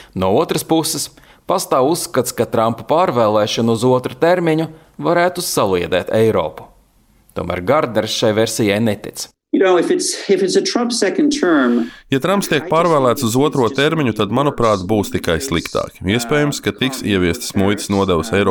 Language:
Latvian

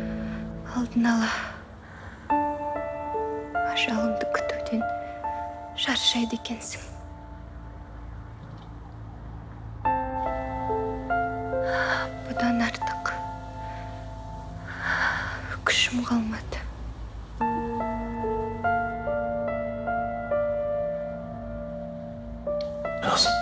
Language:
Kazakh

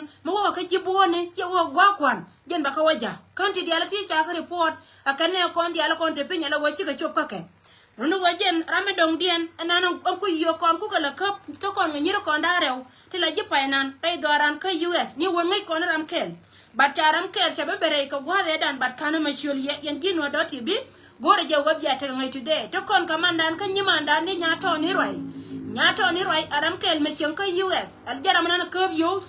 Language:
Nuer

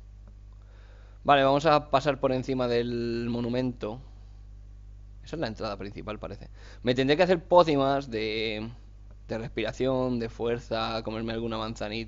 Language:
Spanish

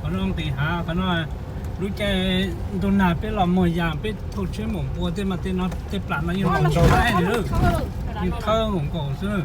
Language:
Hmong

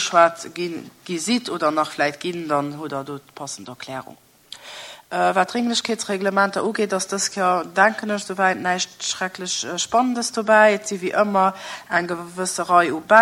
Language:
Luxembourgish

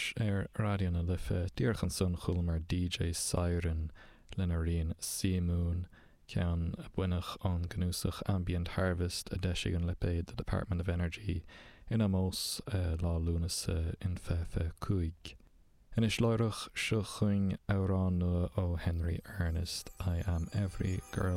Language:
Irish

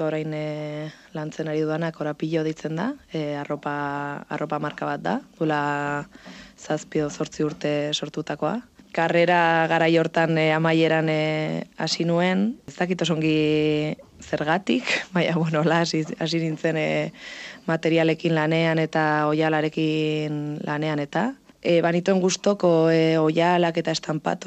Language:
Basque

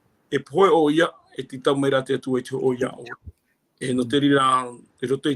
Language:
Tahitian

